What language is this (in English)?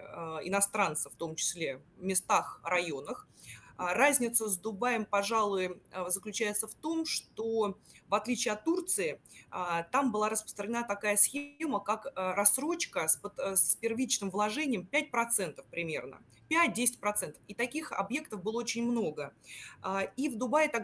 Russian